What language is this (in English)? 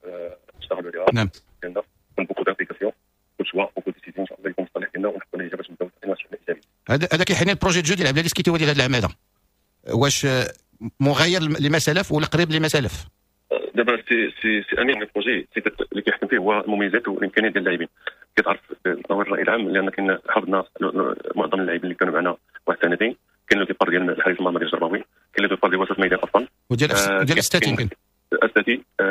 Moroccan Arabic